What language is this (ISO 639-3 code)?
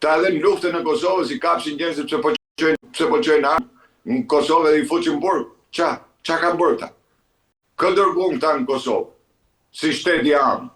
sqi